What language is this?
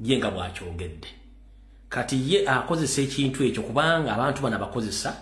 Ganda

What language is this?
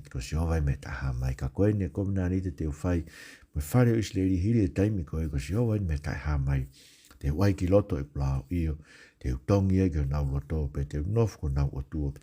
Tongan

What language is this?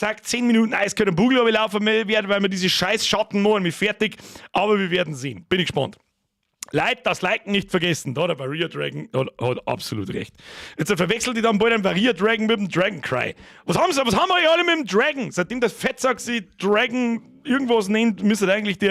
Bavarian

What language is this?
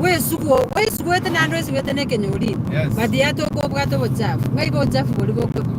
Gusii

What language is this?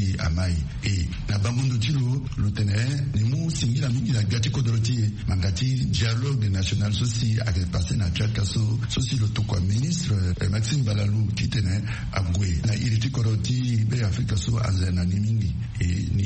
Sango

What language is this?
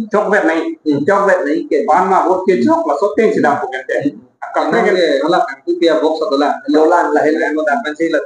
Karbi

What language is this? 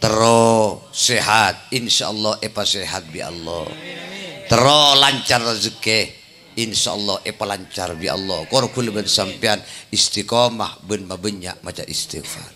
Madurese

